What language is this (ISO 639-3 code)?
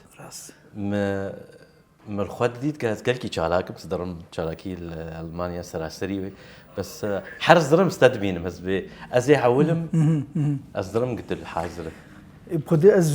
kur